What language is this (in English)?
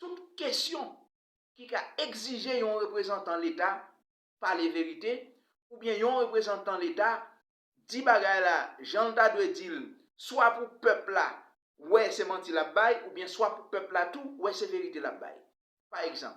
Haitian Creole